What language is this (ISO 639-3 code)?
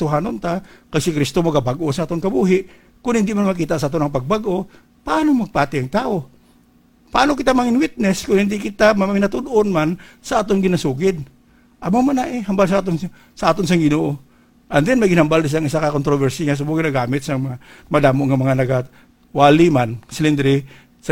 hil